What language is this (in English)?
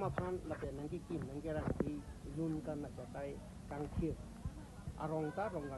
Karbi